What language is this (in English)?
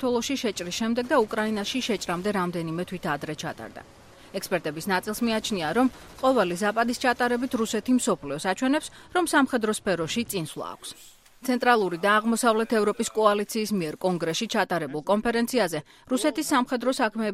Georgian